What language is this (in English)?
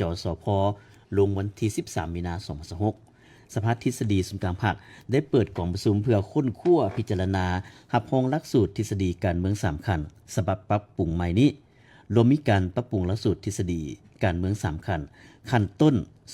Lao